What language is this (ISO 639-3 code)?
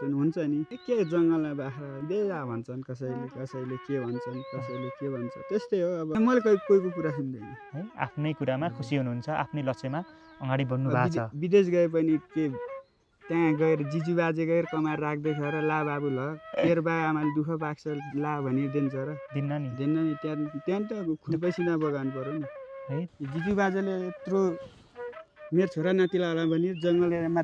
nep